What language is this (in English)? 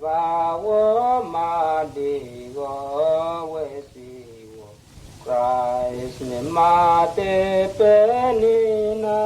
Mota